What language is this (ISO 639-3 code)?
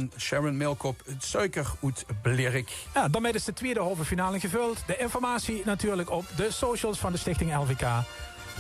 lim